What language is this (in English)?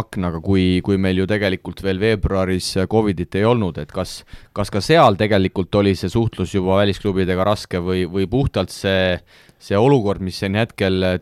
Estonian